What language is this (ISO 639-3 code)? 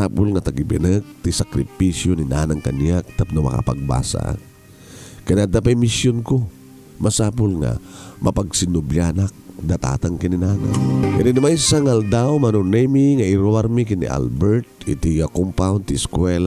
ilo